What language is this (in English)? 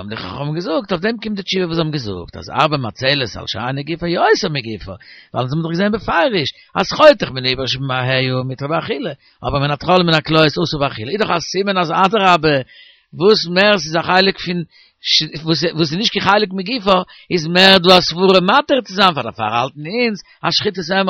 Yiddish